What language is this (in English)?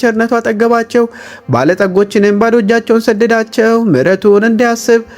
Amharic